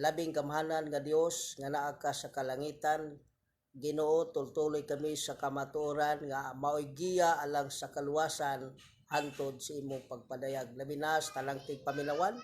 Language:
Cebuano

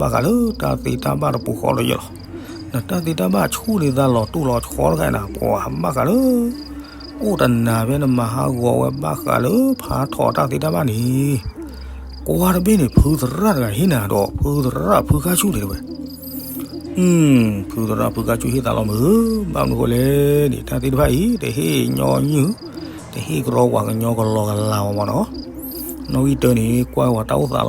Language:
S'gaw Karen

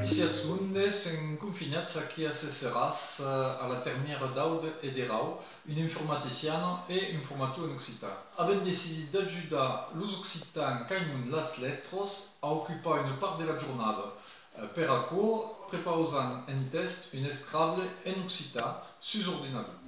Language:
Occitan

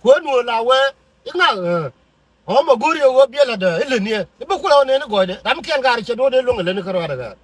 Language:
Nuer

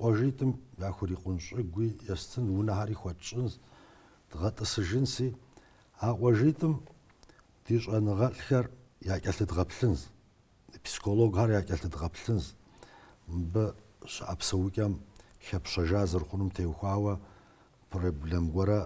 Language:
Kabardian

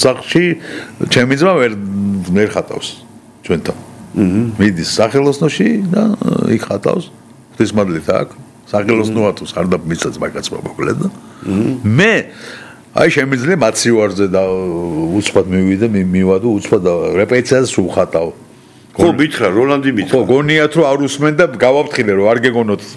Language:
Georgian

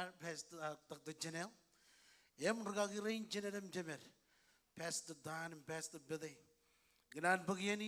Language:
Marshallese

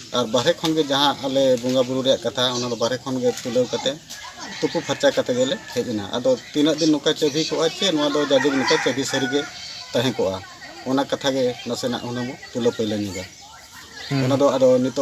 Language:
Santali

